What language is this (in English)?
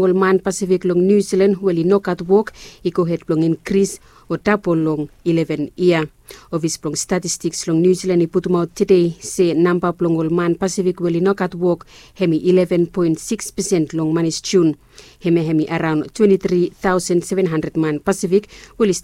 Bislama